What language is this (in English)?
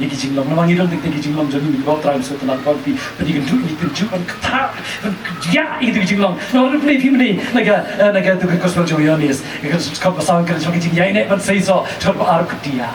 Khasi